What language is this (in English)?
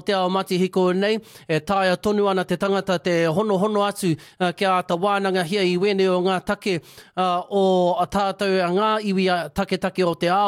Māori